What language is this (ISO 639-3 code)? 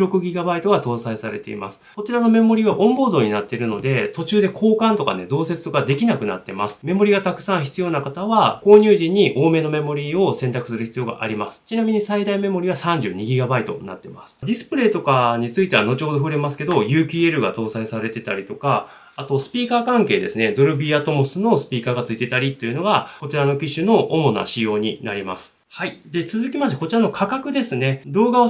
jpn